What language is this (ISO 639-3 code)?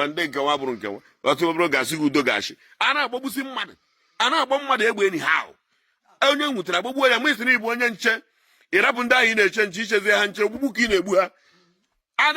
ibo